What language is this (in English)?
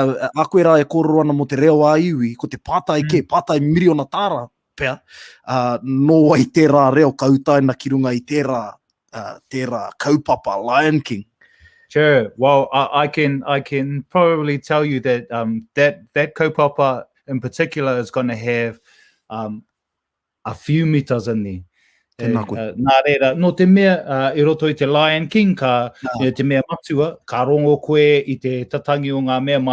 Māori